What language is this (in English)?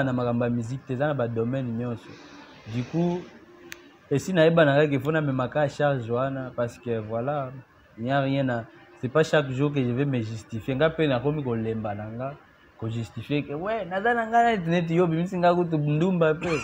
Lingala